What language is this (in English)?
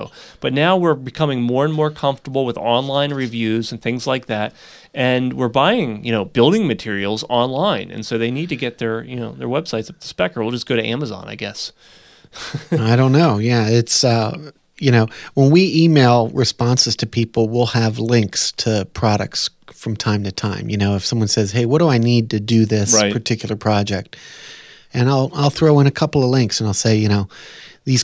English